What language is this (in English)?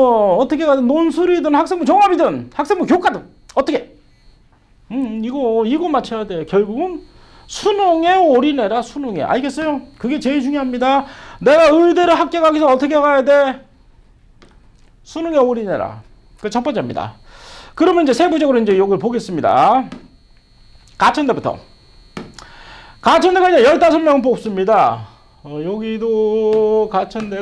Korean